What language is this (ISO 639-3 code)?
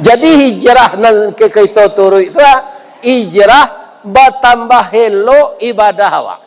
min